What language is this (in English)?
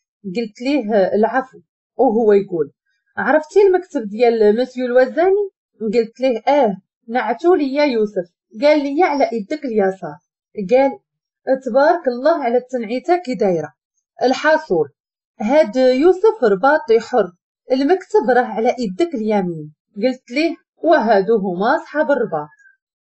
Moroccan Arabic